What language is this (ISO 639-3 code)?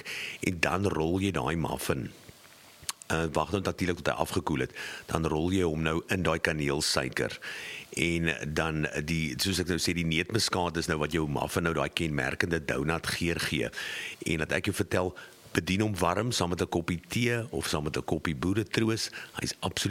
afr